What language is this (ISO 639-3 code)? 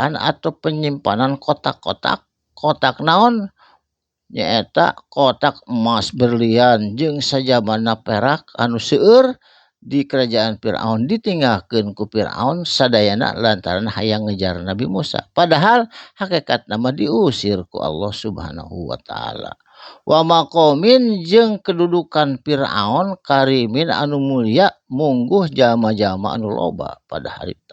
sun